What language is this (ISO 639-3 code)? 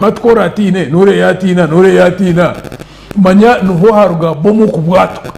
nyn